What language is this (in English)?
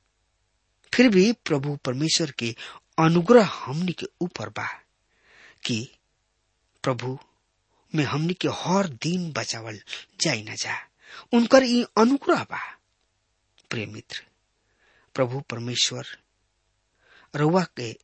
Bhojpuri